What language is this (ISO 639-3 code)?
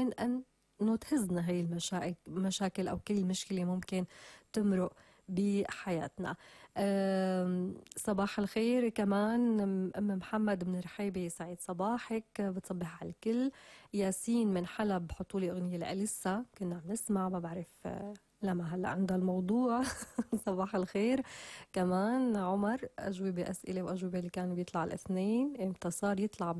apc